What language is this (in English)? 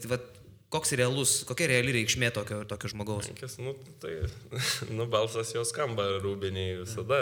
Lithuanian